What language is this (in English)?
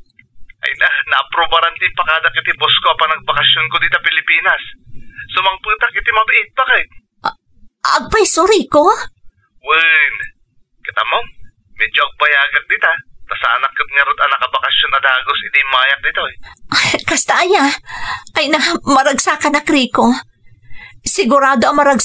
Iloko